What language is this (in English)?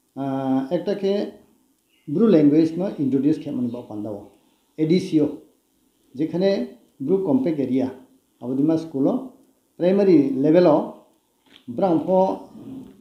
Riang (India)